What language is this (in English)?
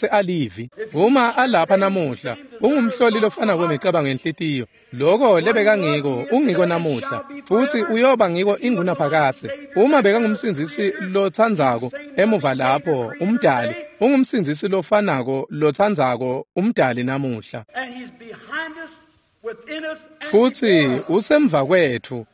Swati